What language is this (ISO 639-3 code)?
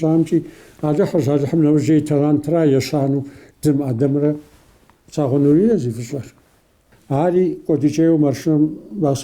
kbd